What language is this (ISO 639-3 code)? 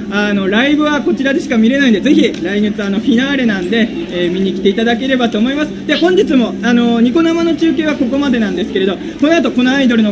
jpn